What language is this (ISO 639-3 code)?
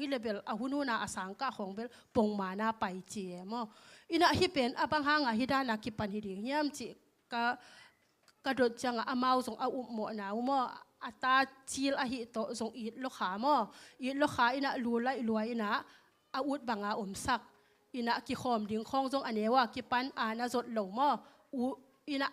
ctd